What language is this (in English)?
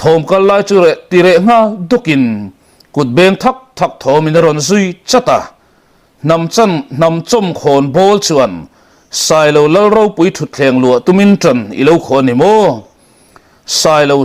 Mizo